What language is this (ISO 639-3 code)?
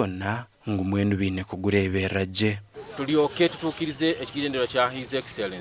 nyn